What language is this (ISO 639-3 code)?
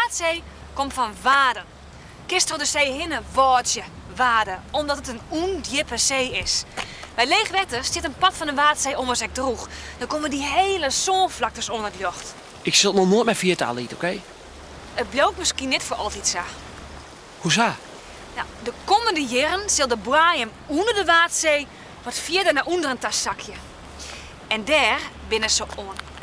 fry